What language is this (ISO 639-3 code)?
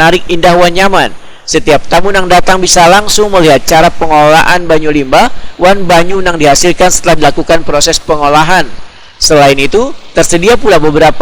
bjn